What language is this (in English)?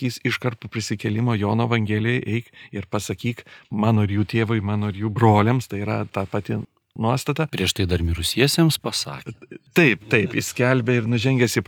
Lithuanian